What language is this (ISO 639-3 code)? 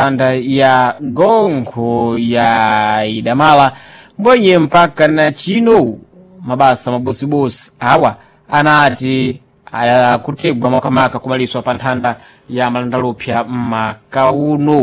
seh